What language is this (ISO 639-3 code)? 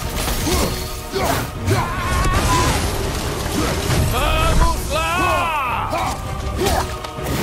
por